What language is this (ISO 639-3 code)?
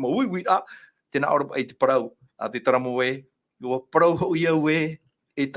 tah